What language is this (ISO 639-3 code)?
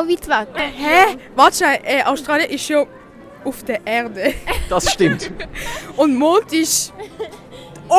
gsw